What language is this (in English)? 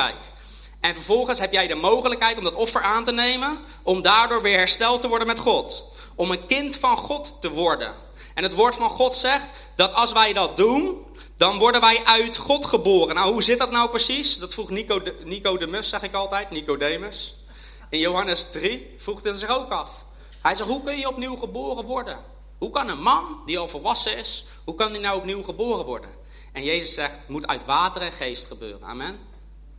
Dutch